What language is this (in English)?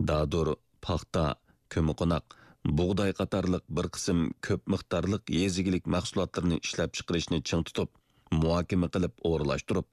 Uyghur